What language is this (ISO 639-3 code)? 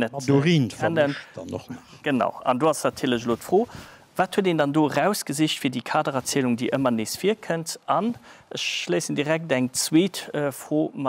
ltz